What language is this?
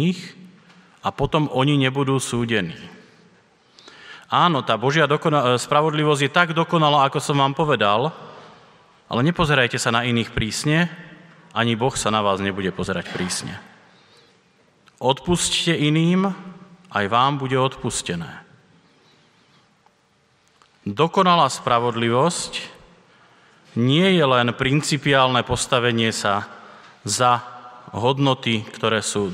Slovak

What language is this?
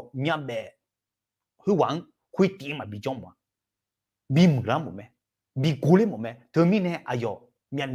Akha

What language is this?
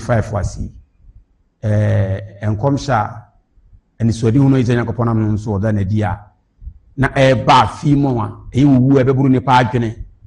Akan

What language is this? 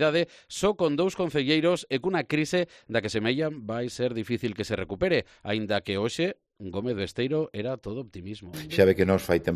Galician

